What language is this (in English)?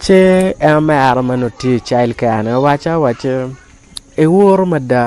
Acoli